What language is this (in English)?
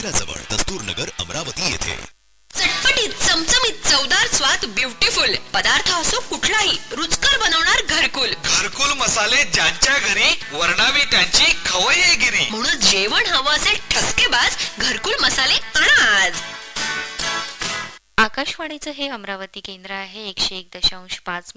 Marathi